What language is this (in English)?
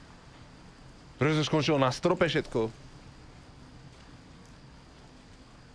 Slovak